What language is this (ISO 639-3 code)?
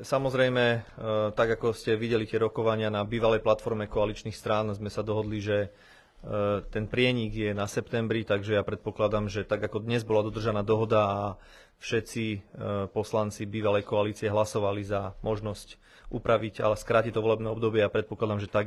slk